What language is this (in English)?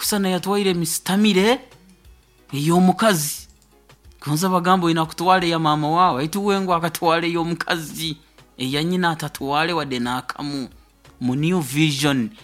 Nyoro